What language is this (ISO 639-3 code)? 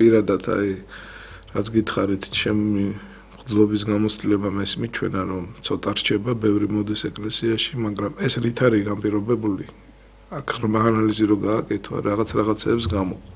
kat